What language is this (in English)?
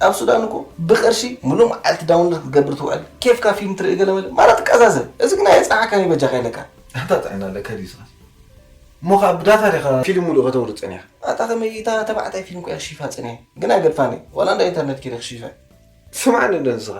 Tigrinya